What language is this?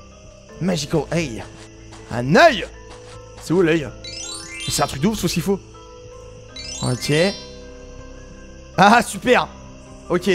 French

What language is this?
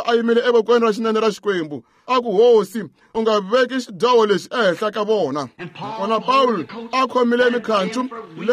Tsonga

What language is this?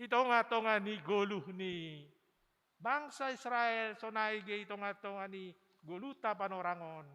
Batak Simalungun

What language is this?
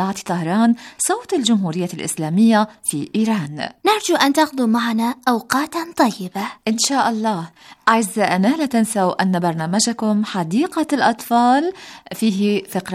Arabic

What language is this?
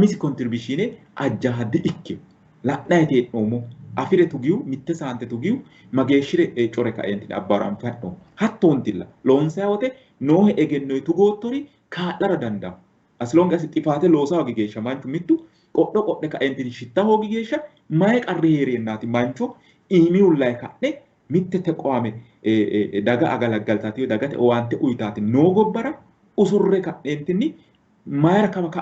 Sidamo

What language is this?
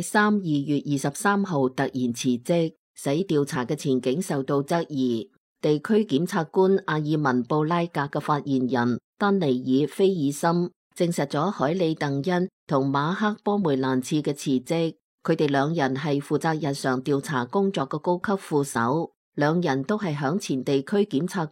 Cantonese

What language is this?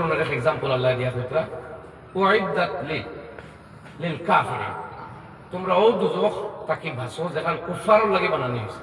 Sylheti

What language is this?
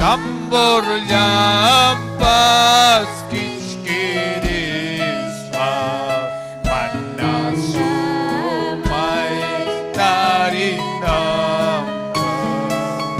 Ayacucho Quechua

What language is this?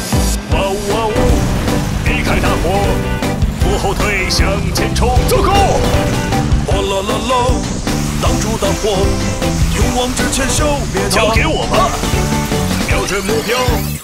Chinese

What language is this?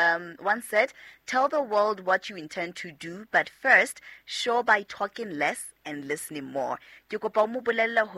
Southern Sotho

